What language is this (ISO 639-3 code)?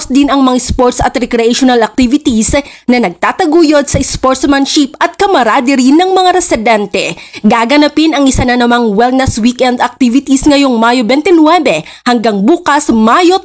fil